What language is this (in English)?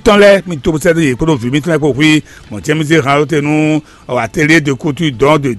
Fon